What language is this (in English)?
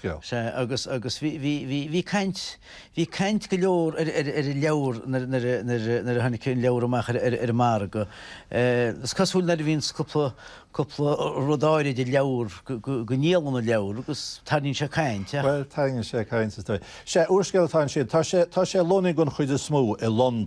Irish